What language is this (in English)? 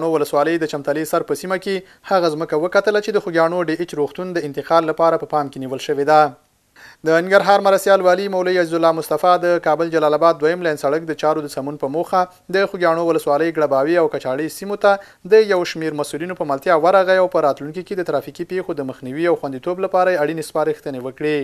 Pashto